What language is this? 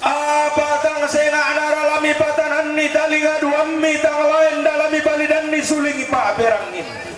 Toraja-Sa'dan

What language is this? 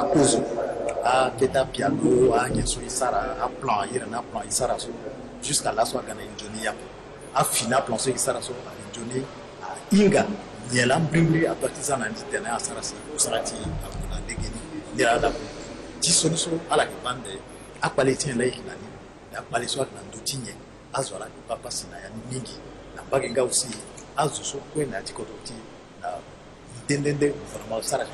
Sango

